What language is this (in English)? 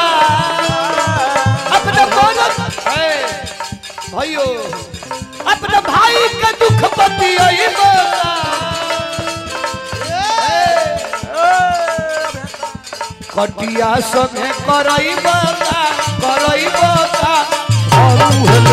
Bhojpuri